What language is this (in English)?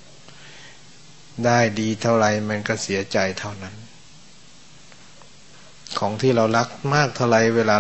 Thai